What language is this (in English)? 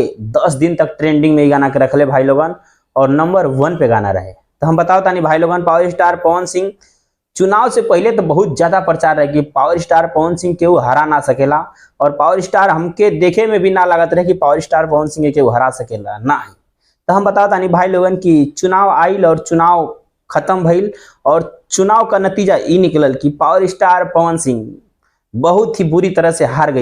Bhojpuri